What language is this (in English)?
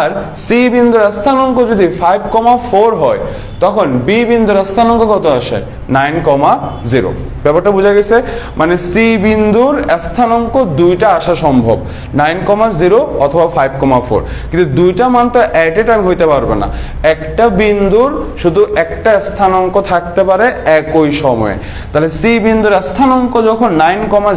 Bangla